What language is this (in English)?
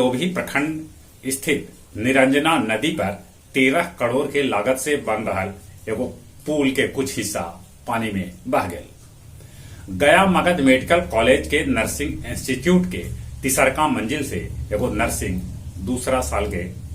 Magahi